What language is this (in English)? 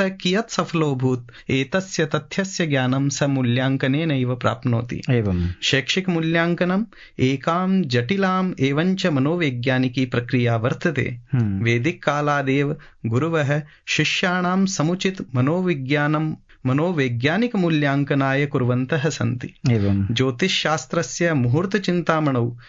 Sanskrit